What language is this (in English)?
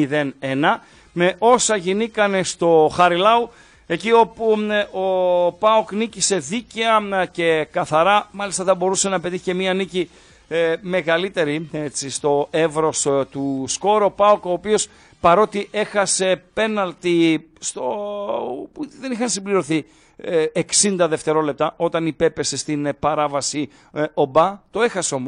Greek